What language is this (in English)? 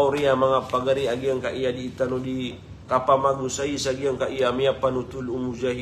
Maranao